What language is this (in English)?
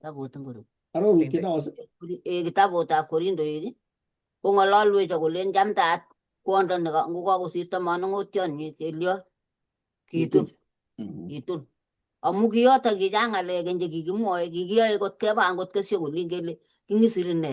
Kalenjin